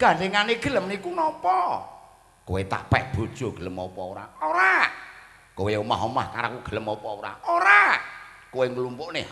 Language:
Javanese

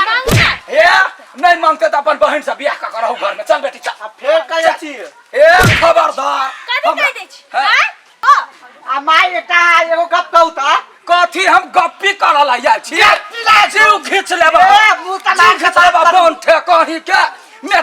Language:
Maithili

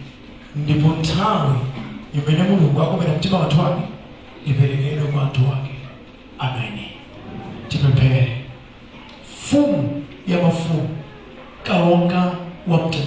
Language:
Nyanja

